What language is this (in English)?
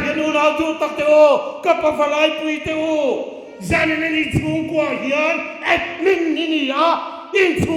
Hmar